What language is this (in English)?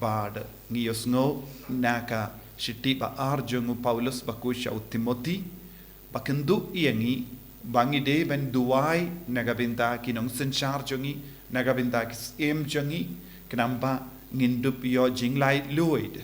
Khasi